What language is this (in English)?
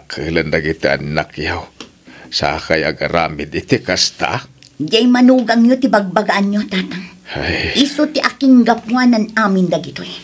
Iloko